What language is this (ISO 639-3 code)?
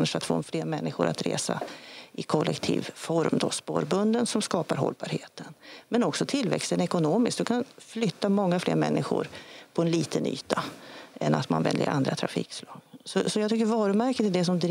swe